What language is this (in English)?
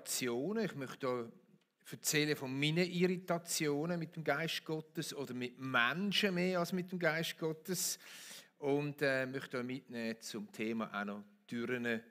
Swiss German